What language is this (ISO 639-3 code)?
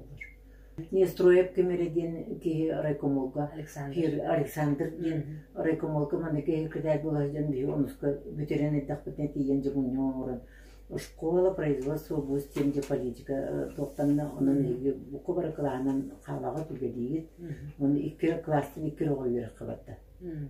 sah